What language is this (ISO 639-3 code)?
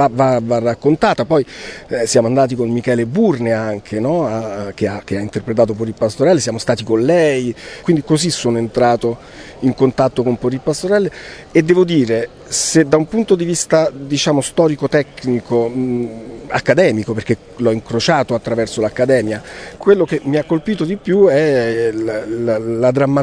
ita